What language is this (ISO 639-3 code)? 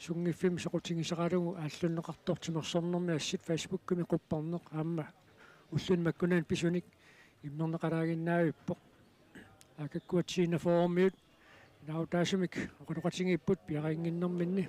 kal